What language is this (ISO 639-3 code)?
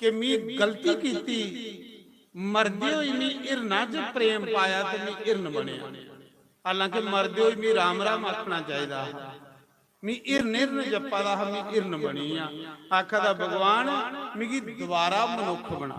doi